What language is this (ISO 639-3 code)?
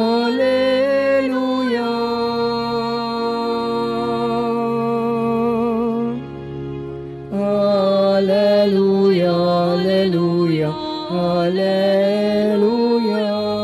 fil